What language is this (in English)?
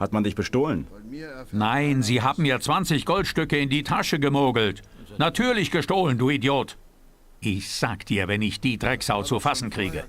Bavarian